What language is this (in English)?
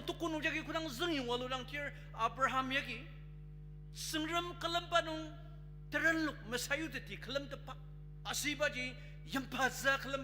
Ao Naga